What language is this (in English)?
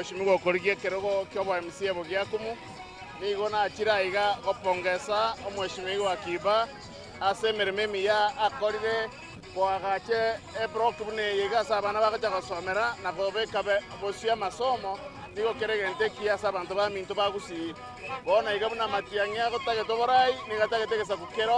Gusii